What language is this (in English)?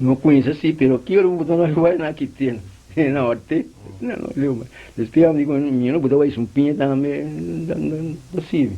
Papiamento